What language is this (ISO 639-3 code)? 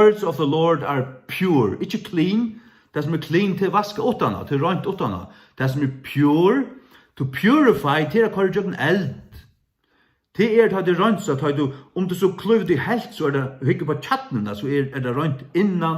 fao